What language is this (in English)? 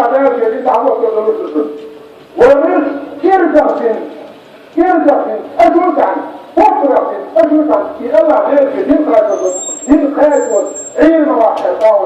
Chechen